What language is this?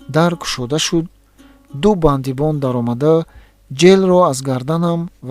Tajik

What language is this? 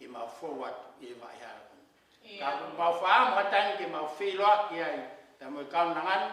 Tongan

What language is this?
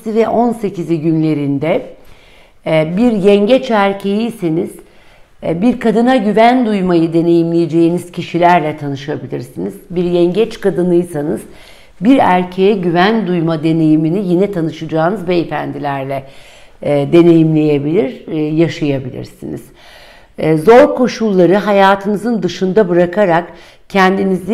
Turkish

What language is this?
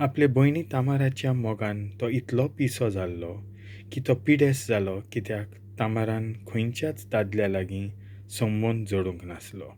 Konkani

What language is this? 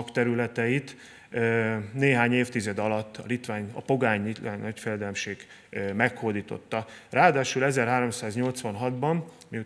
Hungarian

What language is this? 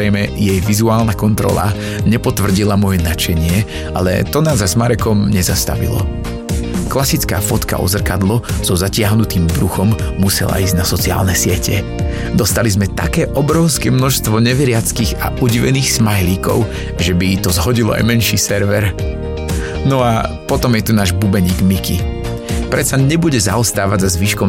Slovak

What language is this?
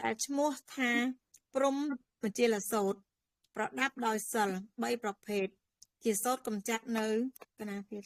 Khmer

